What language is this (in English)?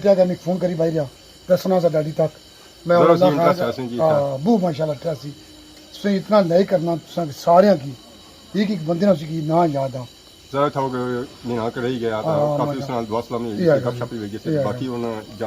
Pahari-Potwari